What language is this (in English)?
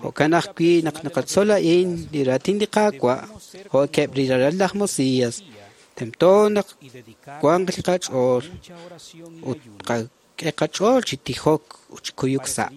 Kekchí